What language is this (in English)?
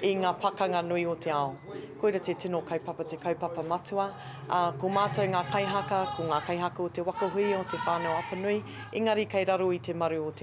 Māori